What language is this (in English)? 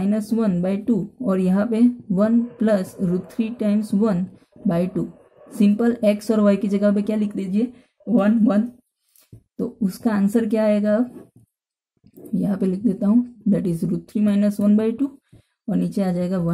Hindi